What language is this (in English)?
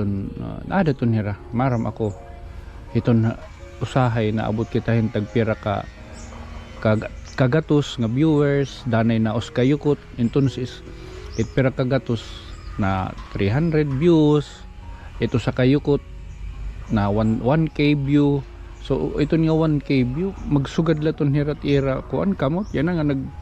Waray